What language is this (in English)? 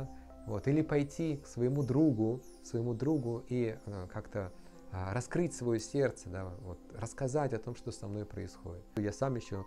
Russian